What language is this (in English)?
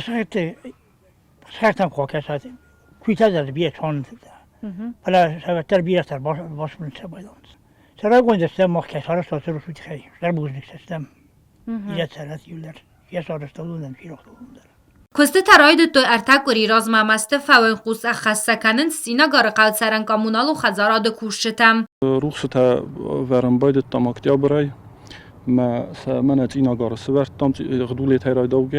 Ossetic